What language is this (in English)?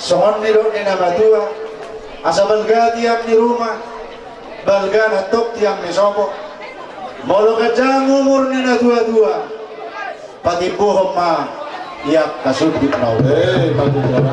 Batak Toba